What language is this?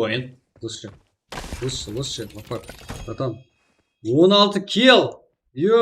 Kara-Kalpak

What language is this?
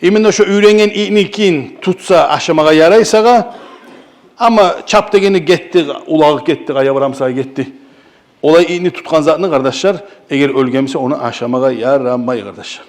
Kumyk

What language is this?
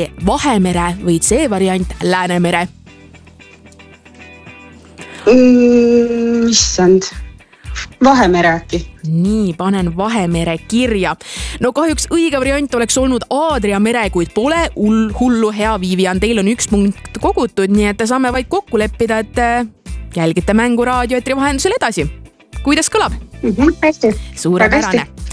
Estonian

